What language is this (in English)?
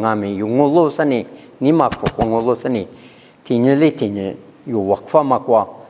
Lisu